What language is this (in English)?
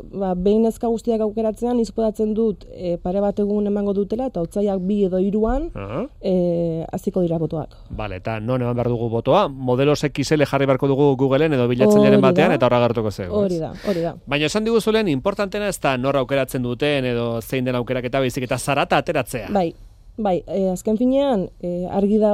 Basque